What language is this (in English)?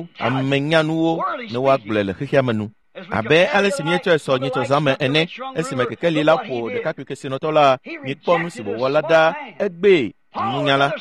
Ewe